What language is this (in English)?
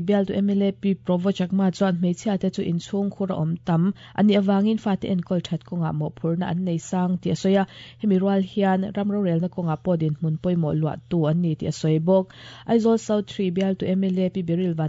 Mizo